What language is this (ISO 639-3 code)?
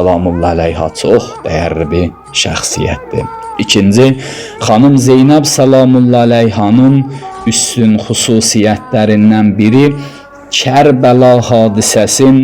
aze